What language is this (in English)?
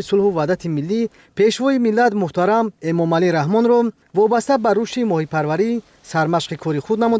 Tajik